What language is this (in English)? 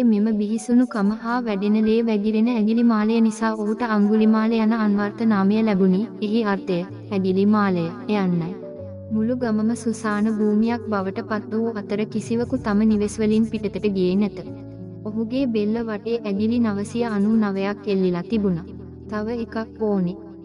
Sinhala